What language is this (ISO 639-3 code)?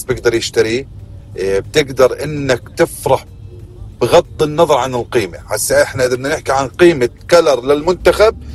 apc